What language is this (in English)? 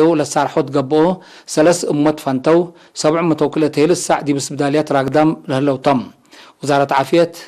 Tigre